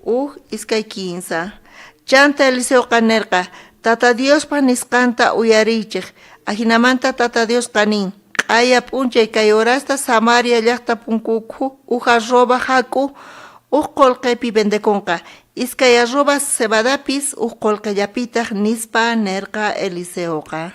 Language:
South Bolivian Quechua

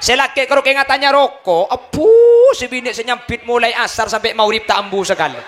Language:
Madurese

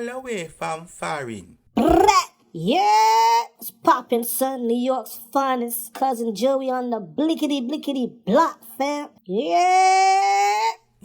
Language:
Jamaican Creole English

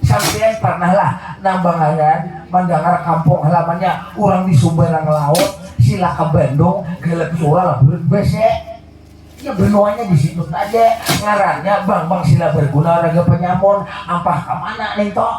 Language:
Banjar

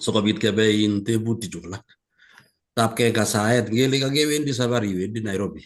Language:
Kalenjin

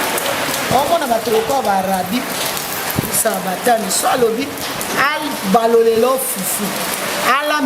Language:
Lingala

